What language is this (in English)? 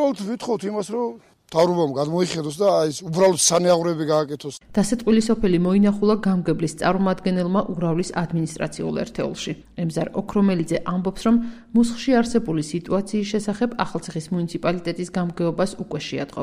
Georgian